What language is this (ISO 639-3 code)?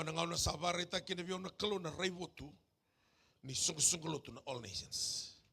fij